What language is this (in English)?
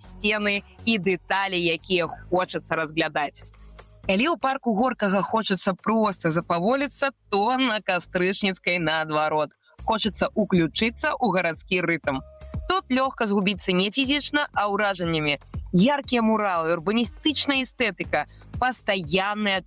Belarusian